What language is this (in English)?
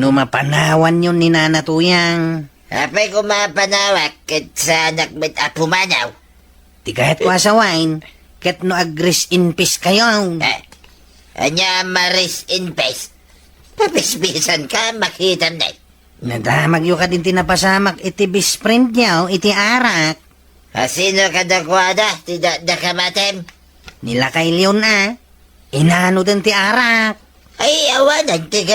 Iloko